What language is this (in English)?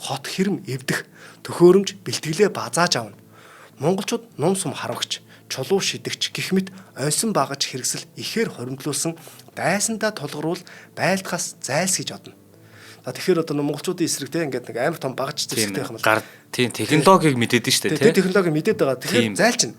Mongolian